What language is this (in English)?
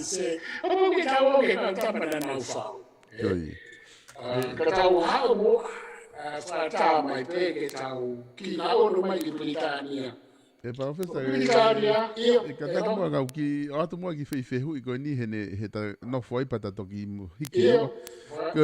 Tongan